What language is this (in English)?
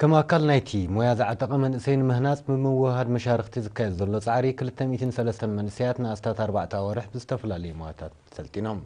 Tigrinya